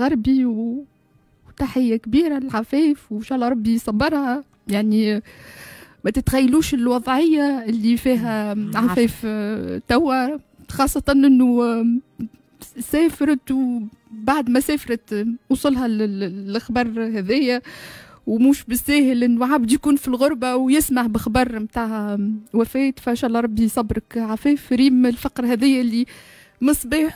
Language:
Tunisian Arabic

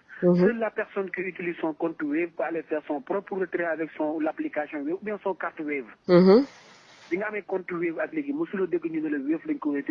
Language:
Wolof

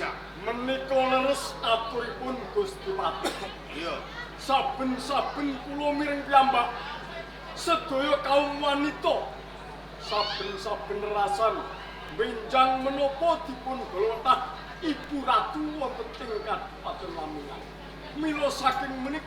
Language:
Javanese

